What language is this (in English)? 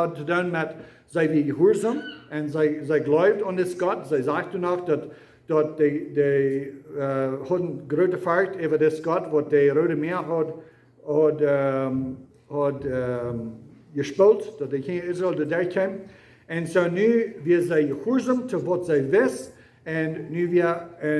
Plautdietsch